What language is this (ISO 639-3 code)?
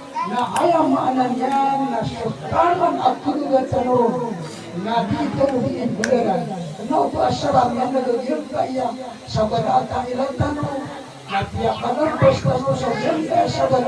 mrw